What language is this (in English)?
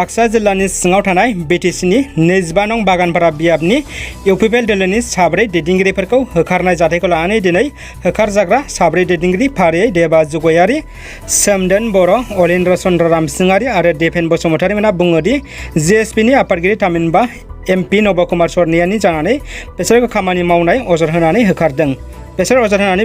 Bodo